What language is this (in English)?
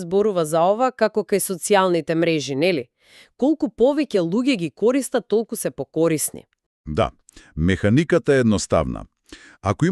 Macedonian